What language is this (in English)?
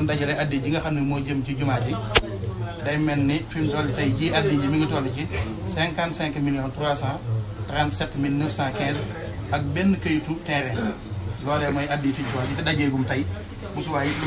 Wolof